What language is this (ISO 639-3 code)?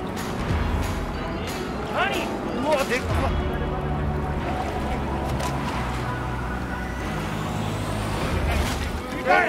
jpn